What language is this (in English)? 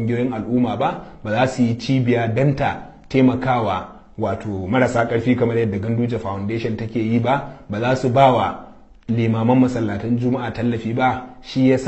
Hausa